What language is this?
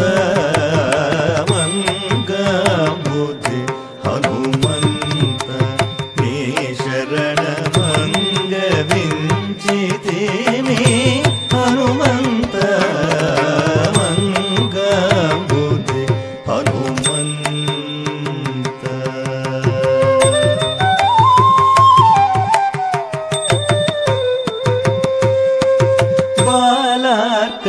Telugu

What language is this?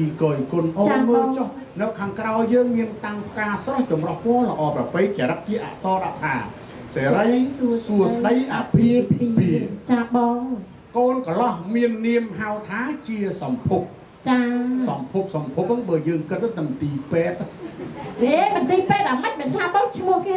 Khmer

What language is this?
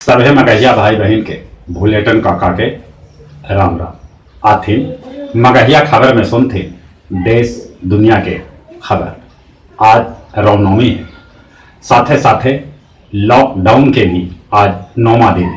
Magahi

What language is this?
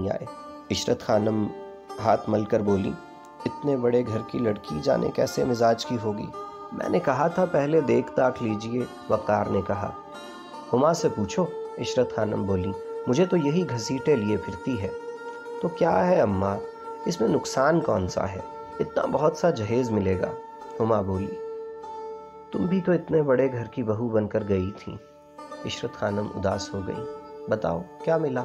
Urdu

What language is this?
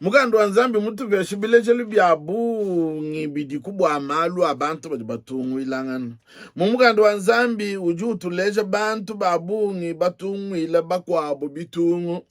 Luba-Lulua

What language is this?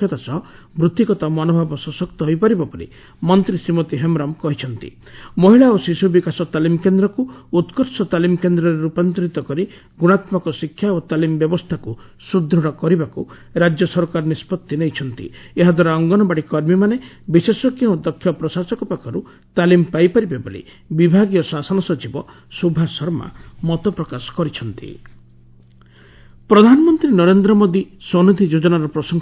Odia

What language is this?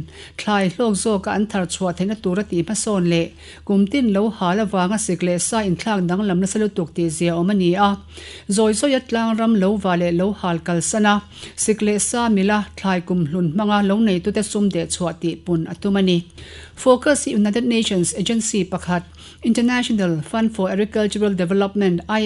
Mizo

